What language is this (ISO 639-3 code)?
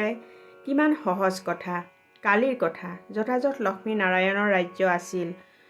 asm